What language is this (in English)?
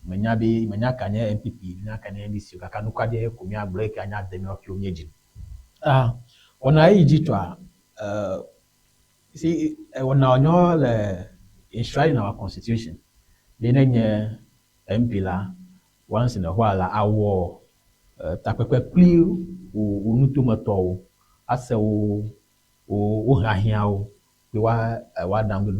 Ewe